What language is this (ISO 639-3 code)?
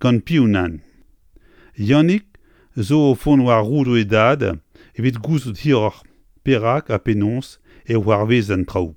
bre